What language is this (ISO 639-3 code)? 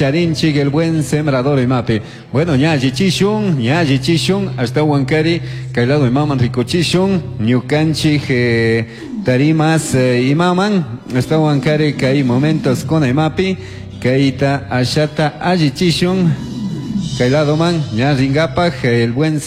qug